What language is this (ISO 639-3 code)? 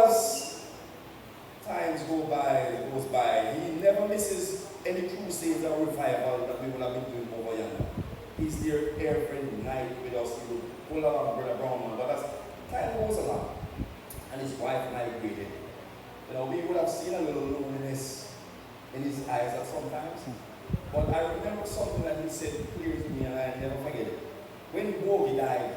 jam